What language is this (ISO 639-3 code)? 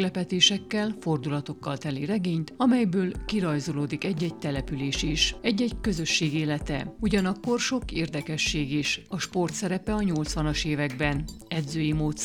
hun